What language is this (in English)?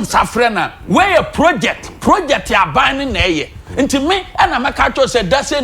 Akan